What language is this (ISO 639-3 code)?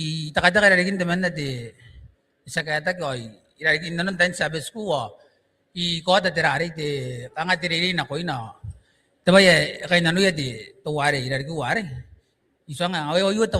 gil